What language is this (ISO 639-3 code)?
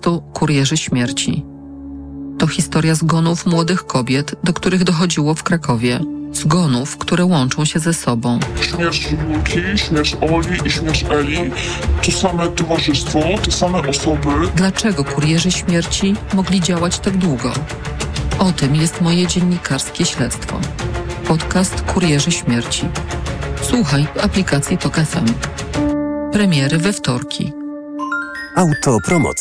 pol